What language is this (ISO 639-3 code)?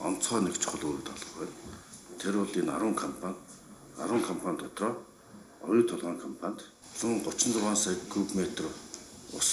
mon